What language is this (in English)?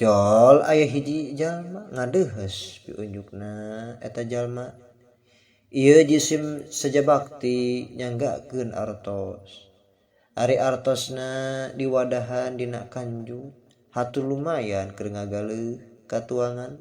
Sundanese